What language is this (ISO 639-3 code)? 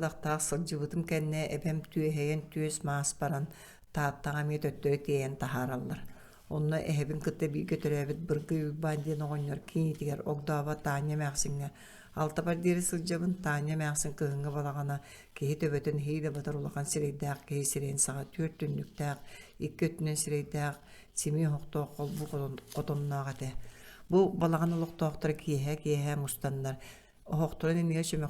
sah